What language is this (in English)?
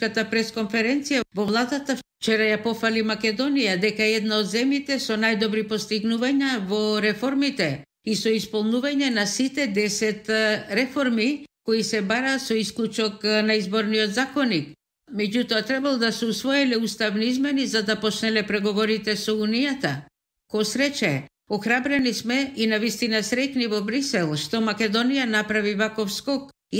Macedonian